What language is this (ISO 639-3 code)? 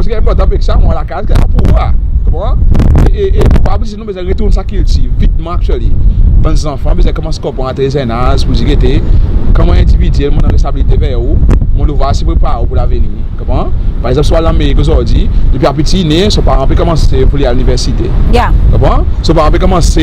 crs